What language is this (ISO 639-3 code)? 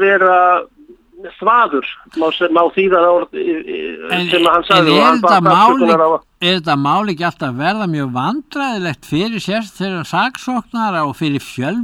isl